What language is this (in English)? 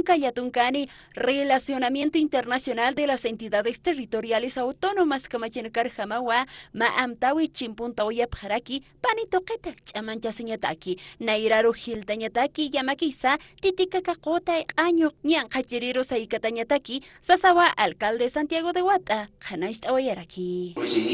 Aymara